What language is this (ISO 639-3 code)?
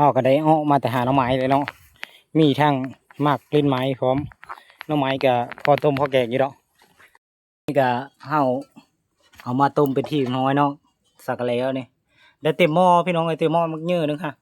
lao